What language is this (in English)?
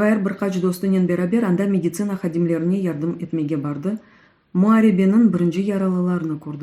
Crimean Tatar